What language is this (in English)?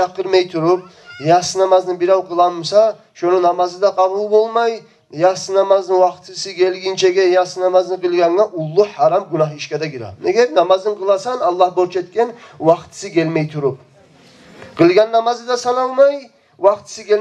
Kumyk